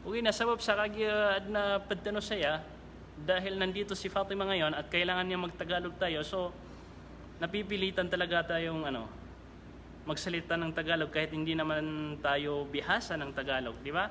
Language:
Maranao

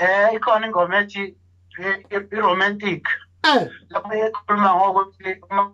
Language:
Zulu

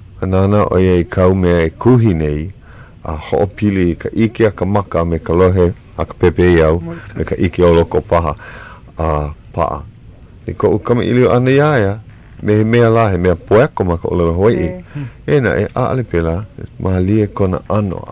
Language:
Hawaiian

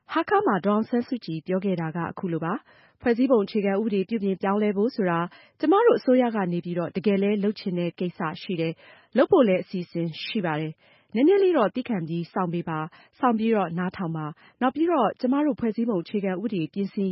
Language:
Burmese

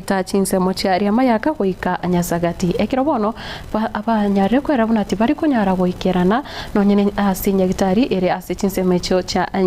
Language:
Gusii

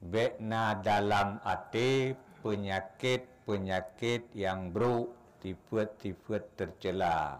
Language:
Achinese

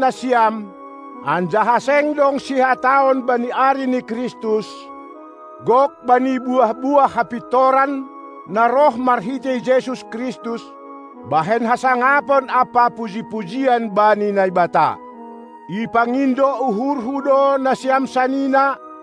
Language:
Batak Simalungun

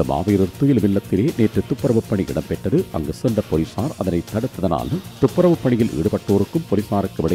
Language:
Tamil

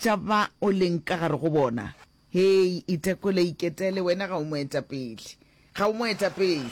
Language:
Northern Sotho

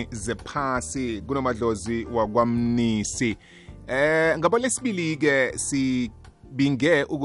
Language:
South Ndebele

